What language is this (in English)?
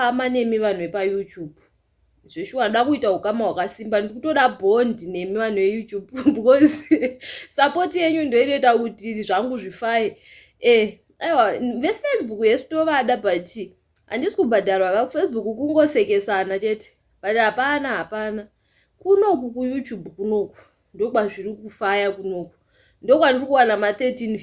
Shona